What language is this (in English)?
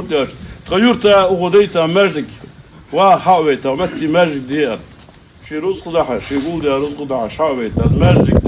Ingush